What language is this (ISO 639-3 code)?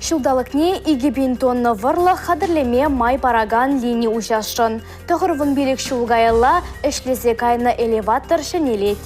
chv